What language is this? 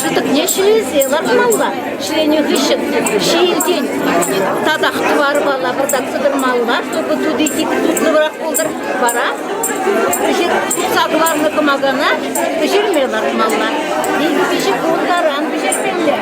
Chuvash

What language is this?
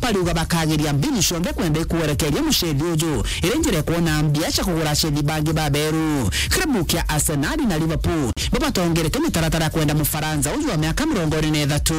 Meru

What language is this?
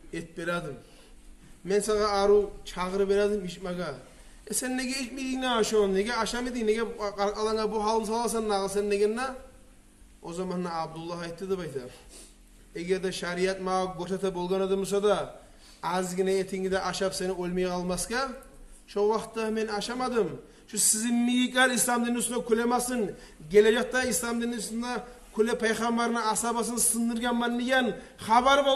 Kumyk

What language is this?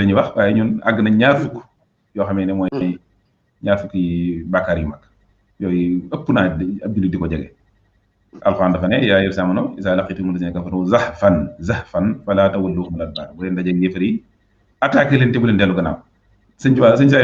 Wolof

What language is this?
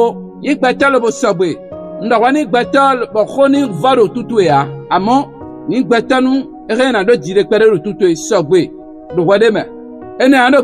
Fon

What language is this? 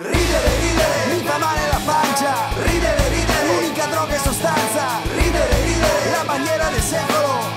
Italian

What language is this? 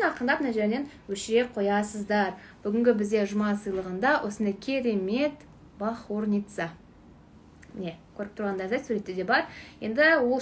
Kazakh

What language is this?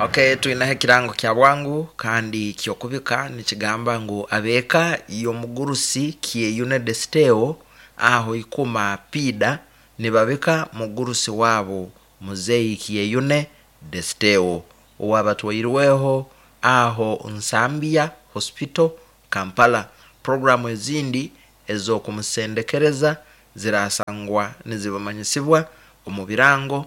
Nyoro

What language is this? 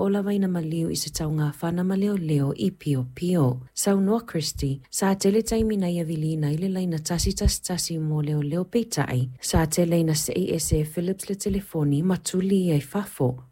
Samoan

